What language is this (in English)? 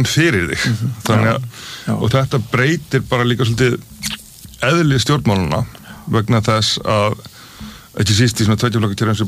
Icelandic